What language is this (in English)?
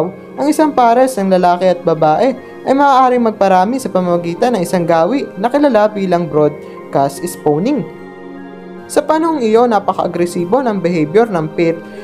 Filipino